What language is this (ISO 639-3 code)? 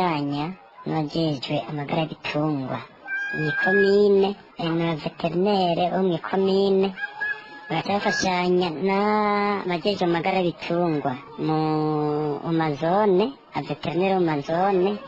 run